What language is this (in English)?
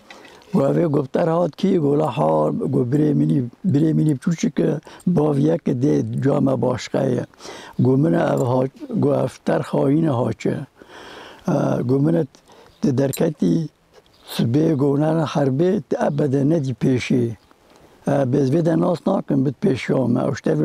Kurdish